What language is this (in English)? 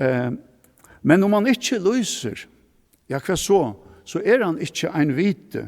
Faroese